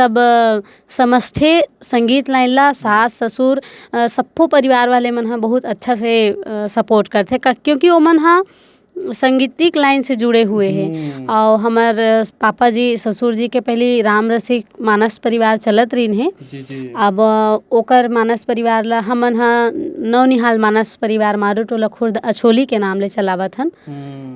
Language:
Chhattisgarhi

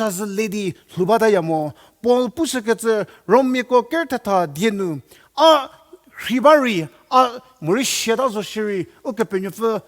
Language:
Angami Naga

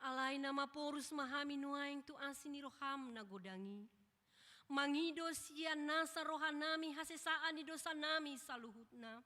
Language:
Batak Toba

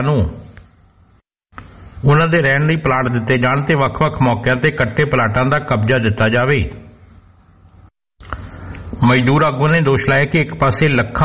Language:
Punjabi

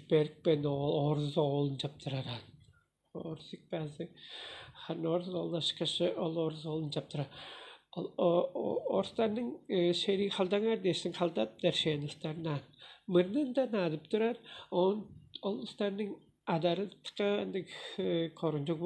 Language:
Tuvinian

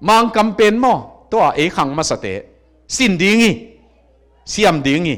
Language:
Tedim Chin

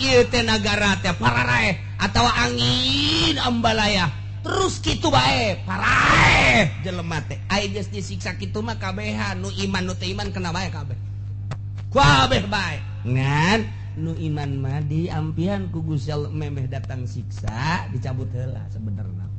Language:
Sundanese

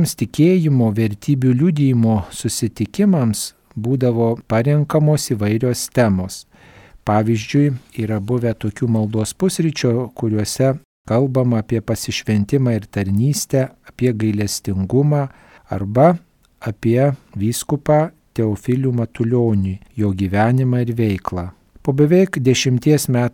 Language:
Lithuanian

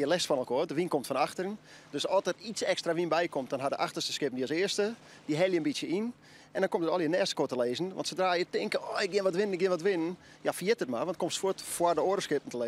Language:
Western Frisian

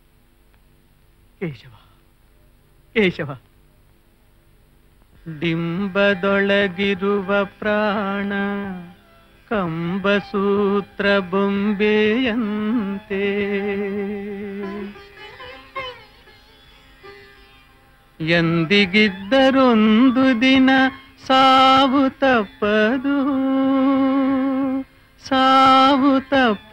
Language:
Kannada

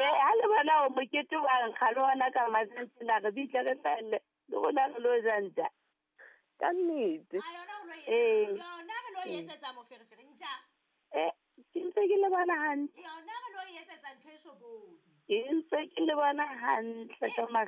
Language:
Southern Sotho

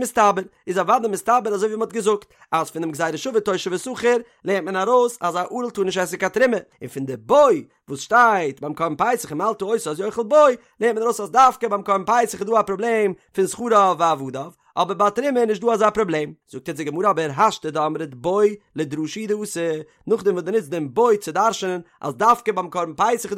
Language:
Yiddish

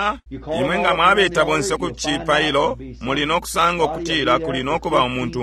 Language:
Bemba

